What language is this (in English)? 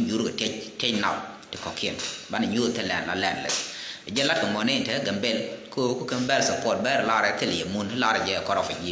Nuer